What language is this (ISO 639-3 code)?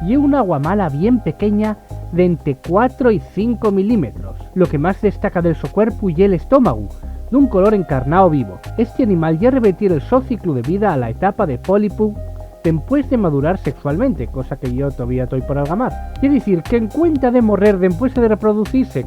ast